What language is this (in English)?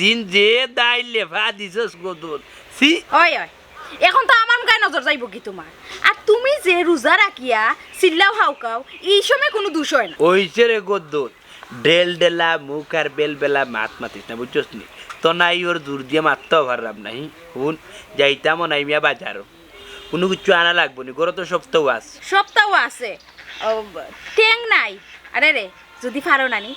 Sylheti